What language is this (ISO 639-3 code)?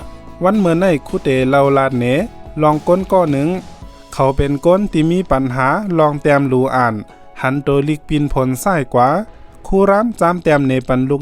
shn